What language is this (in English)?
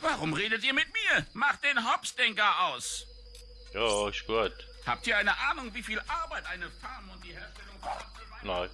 Swiss German